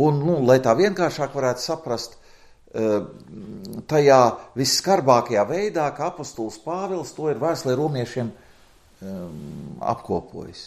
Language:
Latvian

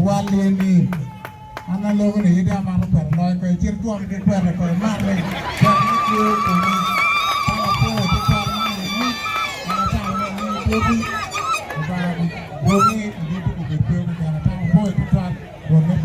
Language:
Acoli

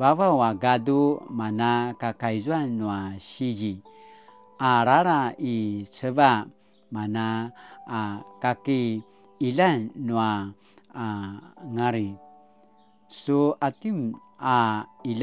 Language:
Paiwan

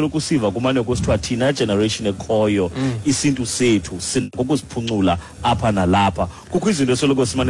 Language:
Xhosa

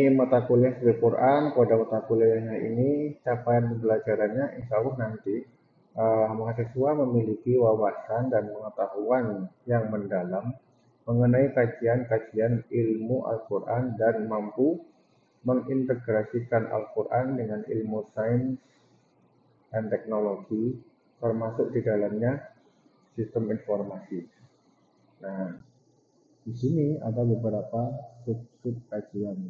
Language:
Indonesian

